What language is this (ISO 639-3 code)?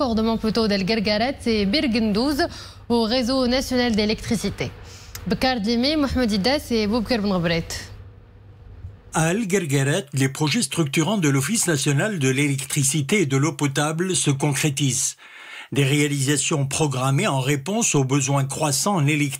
fra